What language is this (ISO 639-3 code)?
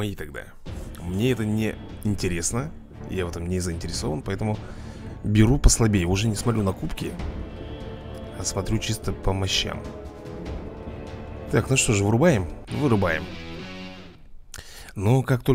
rus